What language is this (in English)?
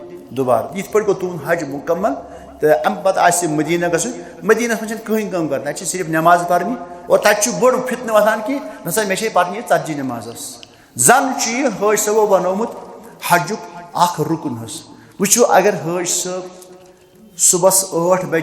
Kashmiri